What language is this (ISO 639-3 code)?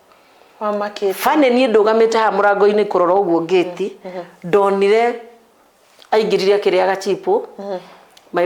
kik